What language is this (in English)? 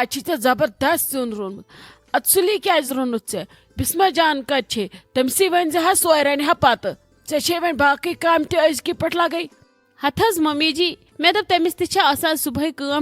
Kashmiri